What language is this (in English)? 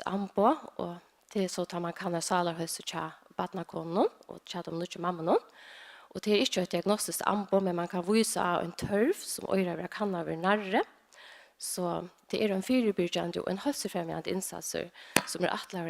Faroese